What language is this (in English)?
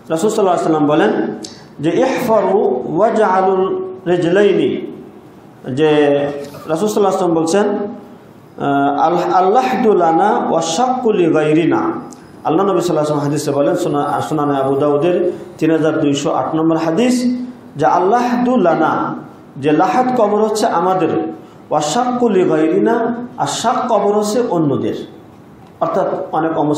Bangla